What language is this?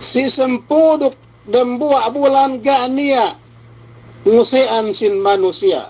Yakan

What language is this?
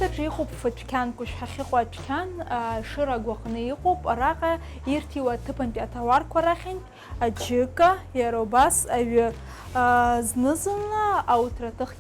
Abkhazian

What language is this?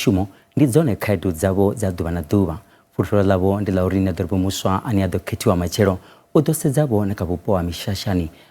Venda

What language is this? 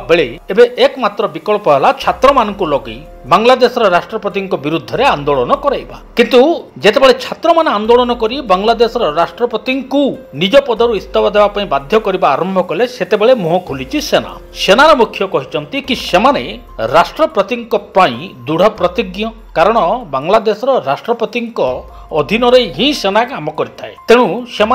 Odia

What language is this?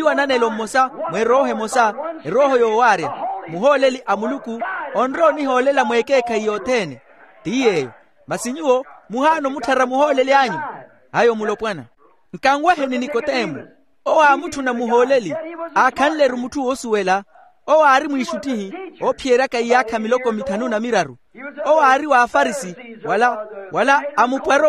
Makhuwa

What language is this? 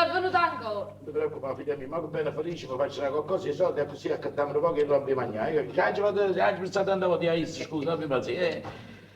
Neapolitan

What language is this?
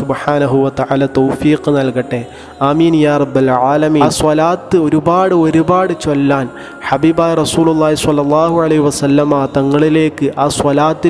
Malayalam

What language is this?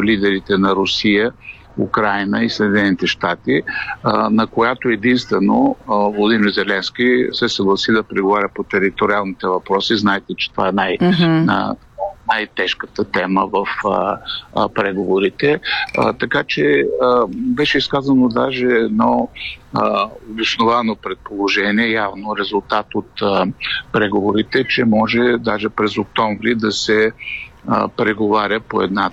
Bulgarian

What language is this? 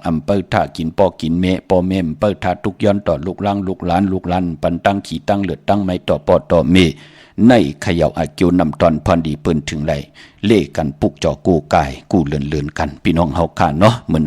Shan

